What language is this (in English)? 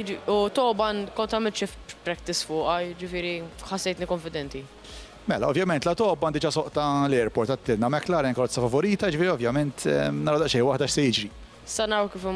Maltese